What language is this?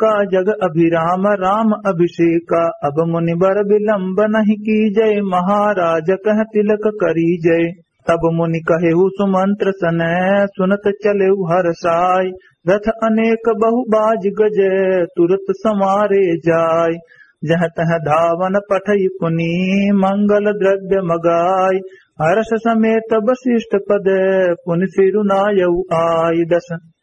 Awadhi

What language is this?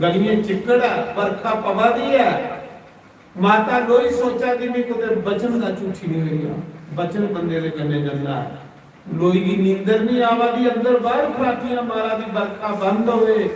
Dogri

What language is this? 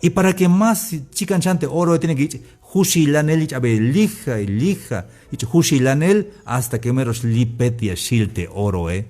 Tzeltal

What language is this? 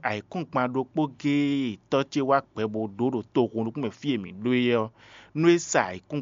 Fon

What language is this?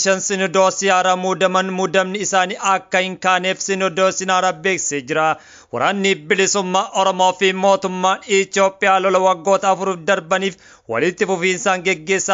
Oromo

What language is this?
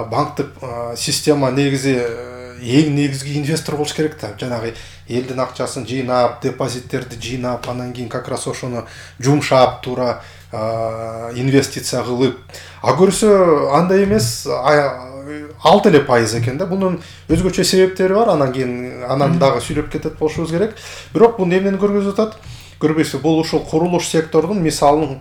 Kyrgyz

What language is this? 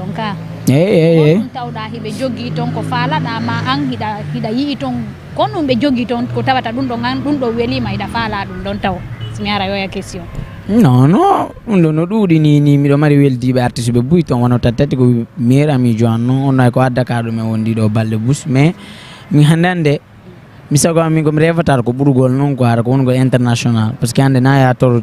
Fula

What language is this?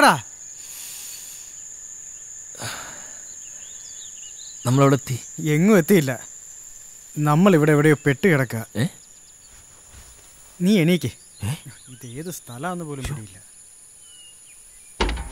Malayalam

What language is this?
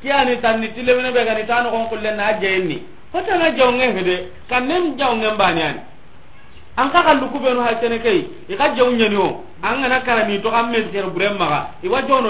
Soninke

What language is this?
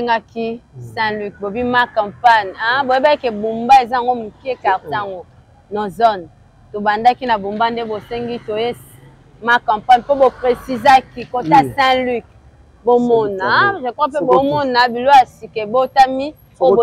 Lingala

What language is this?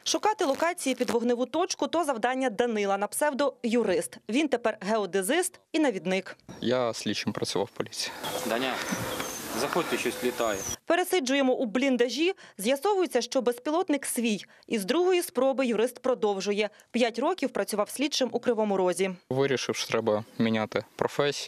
Ukrainian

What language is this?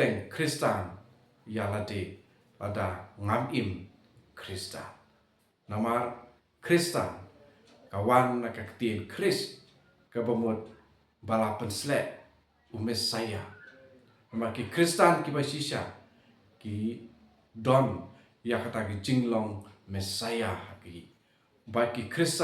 Khasi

